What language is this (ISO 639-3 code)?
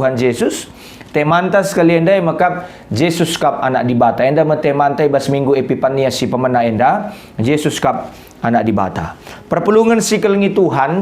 btx